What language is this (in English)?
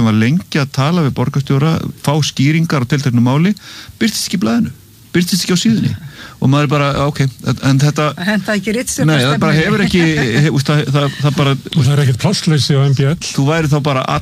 Icelandic